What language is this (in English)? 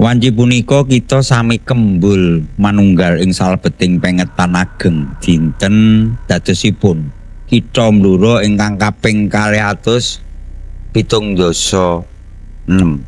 Javanese